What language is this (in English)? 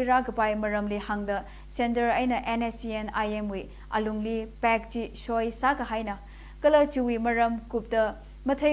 Tangkhul Naga (India)